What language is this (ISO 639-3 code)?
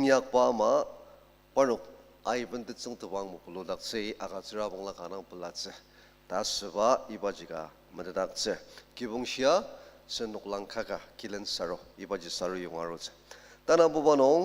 njo